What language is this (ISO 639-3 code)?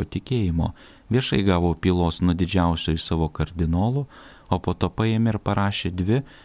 lit